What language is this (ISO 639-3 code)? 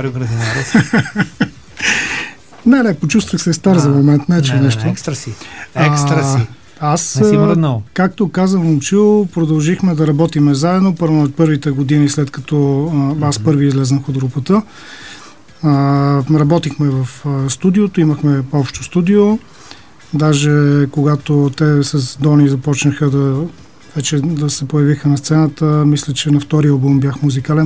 bul